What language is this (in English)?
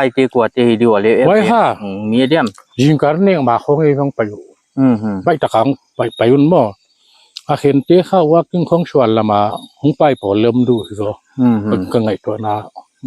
Paite Chin